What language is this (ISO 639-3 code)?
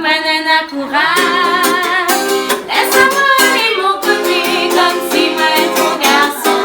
rcf